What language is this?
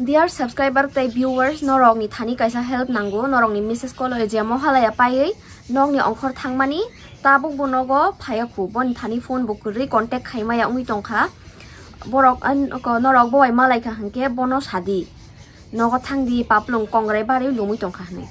Kok Borok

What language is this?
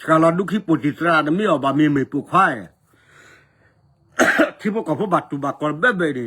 S'gaw Karen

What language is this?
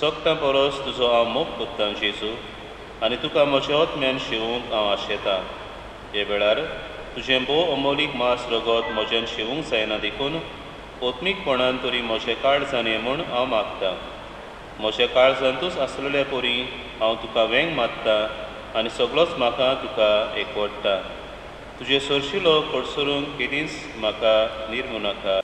Konkani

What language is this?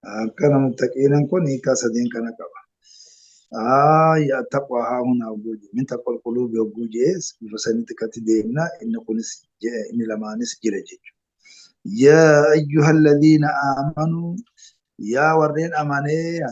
Oromo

